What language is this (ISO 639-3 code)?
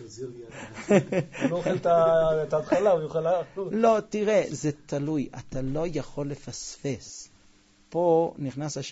heb